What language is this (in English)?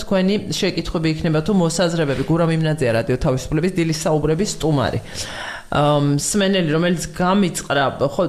Georgian